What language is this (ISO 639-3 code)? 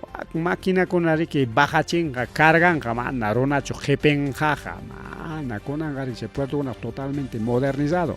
quy